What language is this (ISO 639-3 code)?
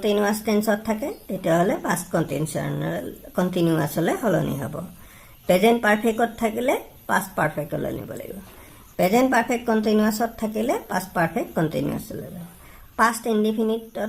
asm